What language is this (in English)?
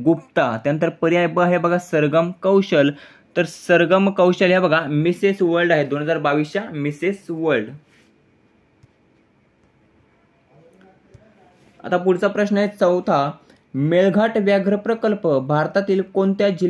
Marathi